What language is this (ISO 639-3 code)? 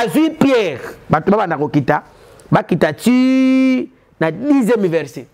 lin